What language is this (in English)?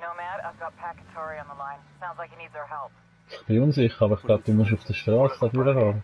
Swiss German